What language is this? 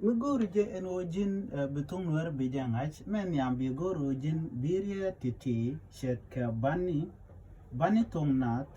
Nuer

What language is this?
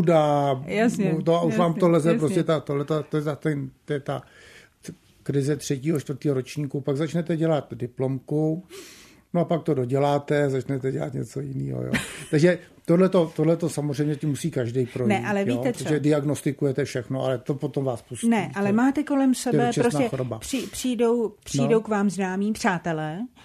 Czech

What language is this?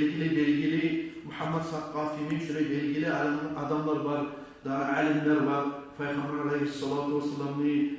Kumyk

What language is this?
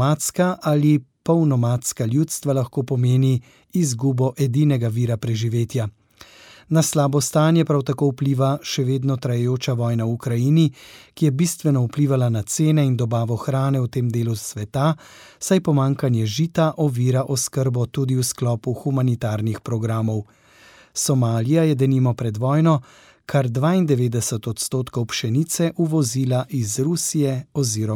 Slovenian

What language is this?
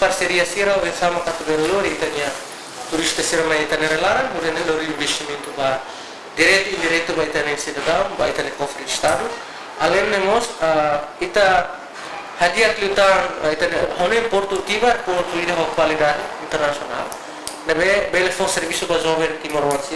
Tetum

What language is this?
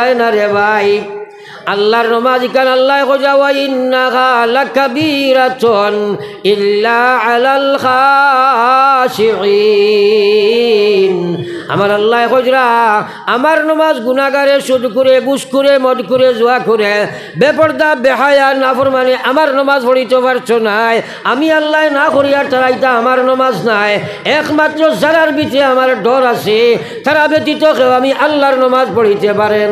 Sylheti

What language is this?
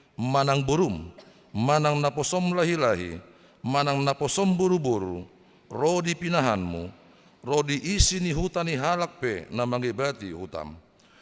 Batak Toba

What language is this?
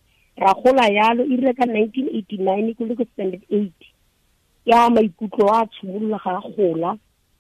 Tswana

